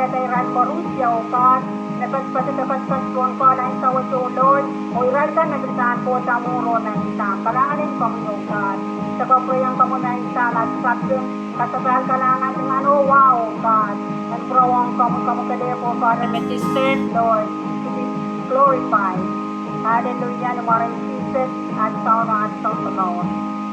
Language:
Pohnpeian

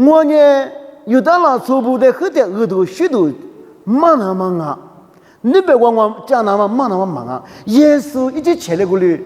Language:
Lisu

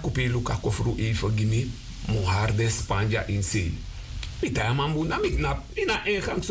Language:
Sranan Tongo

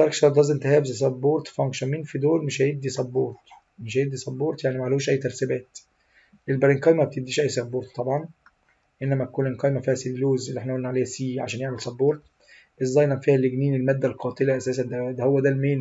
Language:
Egyptian Arabic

